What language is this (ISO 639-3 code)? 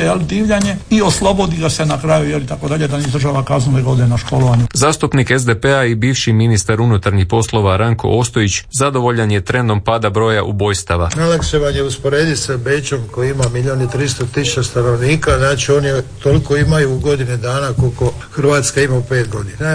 hrv